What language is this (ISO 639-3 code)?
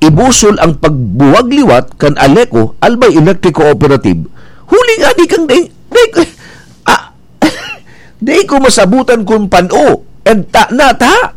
bik